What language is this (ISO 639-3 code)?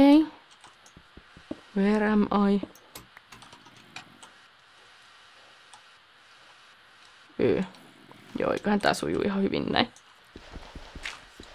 fin